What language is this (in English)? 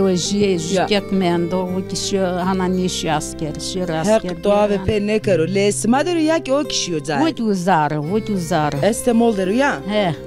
Zaza